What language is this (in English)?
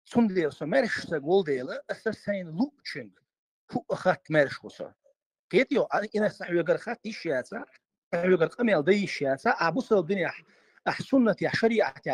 Chechen